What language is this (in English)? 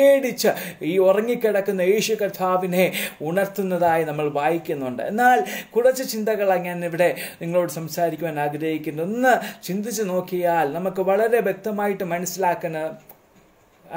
Malayalam